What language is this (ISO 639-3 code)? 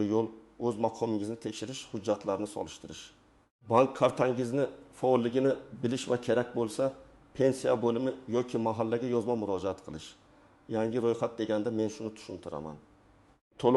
uzb